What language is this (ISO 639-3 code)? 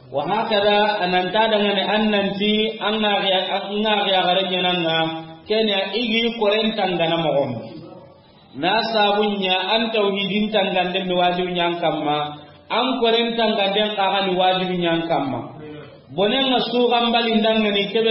snk